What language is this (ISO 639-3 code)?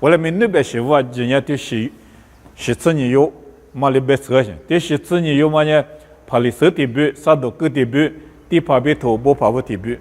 lis